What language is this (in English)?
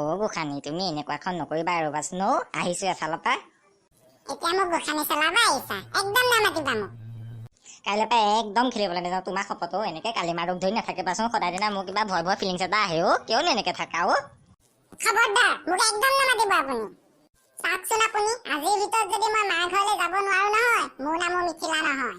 Assamese